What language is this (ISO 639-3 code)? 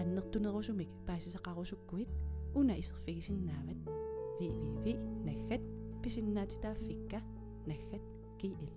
kal